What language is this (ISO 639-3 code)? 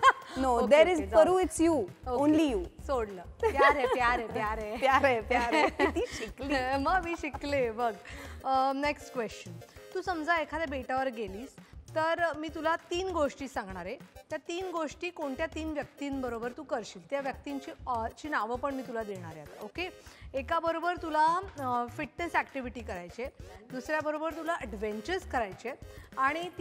mar